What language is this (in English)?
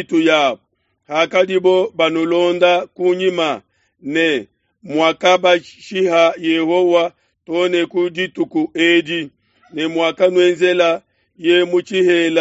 Luba-Lulua